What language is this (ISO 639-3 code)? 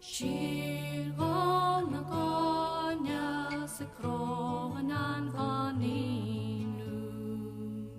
gle